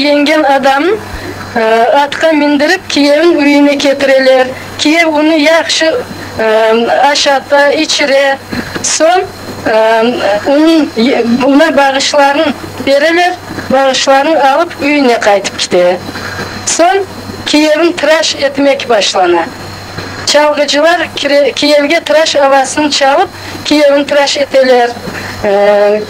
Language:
Crimean Tatar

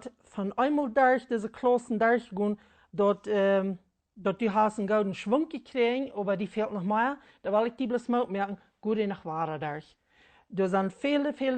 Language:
Plautdietsch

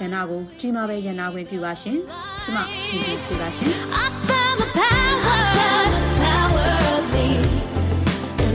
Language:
Burmese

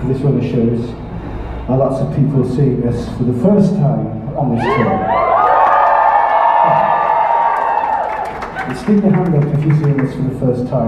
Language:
English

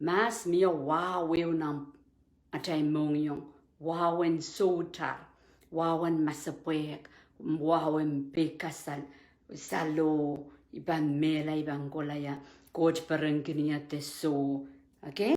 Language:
Pohnpeian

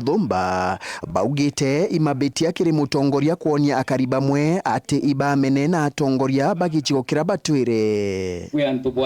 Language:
Meru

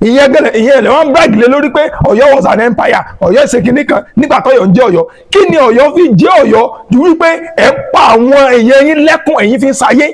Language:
Yoruba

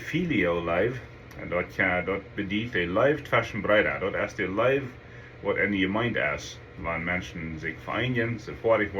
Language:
Plautdietsch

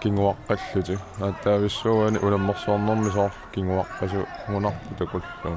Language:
Kalaallisut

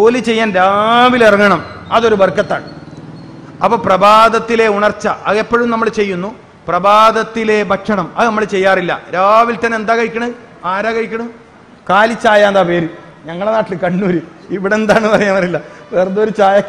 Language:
Malayalam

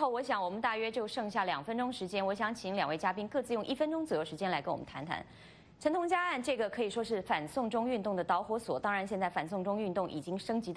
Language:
Chinese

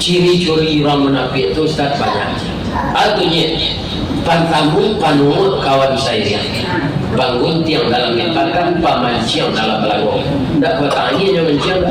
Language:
Minangkabau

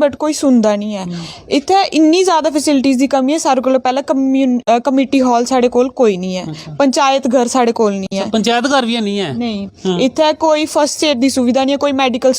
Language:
Dogri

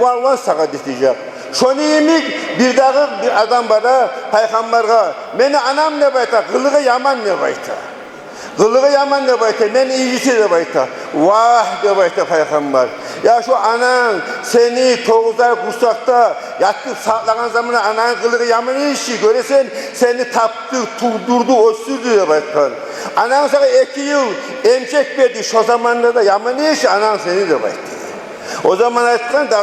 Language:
Kumyk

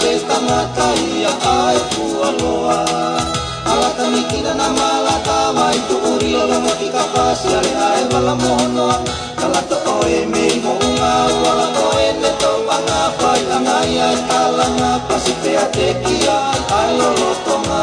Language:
Tongan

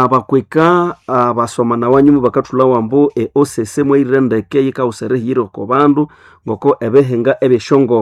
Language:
Nande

